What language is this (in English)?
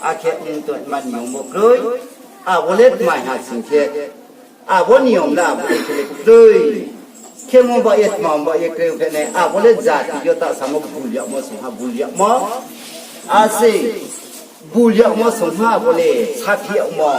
Riang (India)